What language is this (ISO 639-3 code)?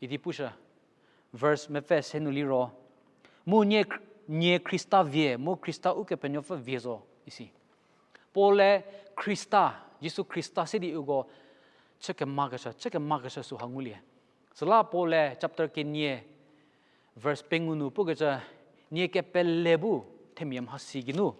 njm